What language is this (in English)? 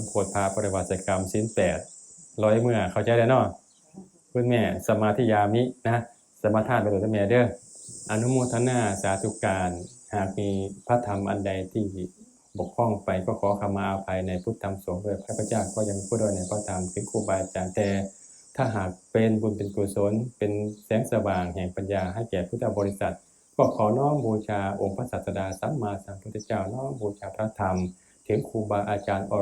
Northeastern Thai